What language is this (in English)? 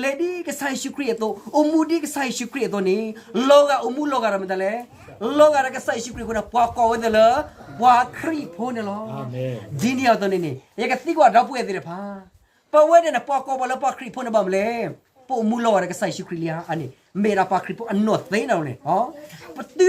S'gaw Karen